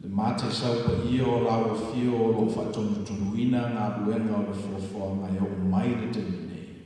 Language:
Samoan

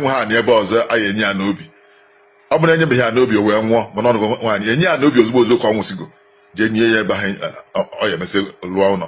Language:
Igbo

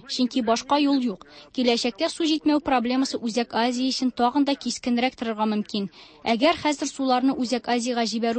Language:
Tatar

